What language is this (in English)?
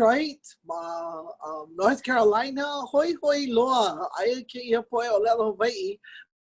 Hawaiian